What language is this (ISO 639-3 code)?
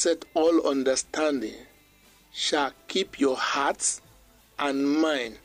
bis